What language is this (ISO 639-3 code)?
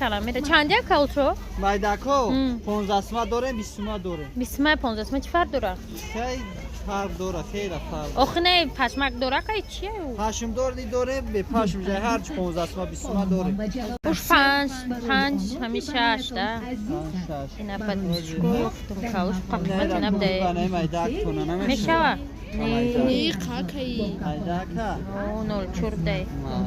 tgk